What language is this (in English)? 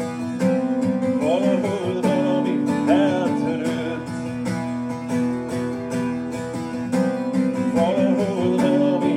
Hungarian